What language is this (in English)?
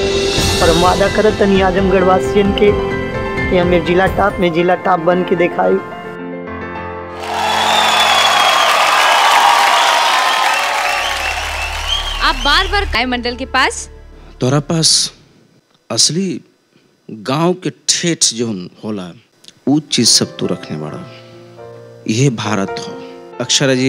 Bhojpuri